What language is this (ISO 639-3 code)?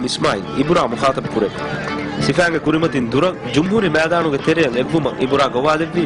div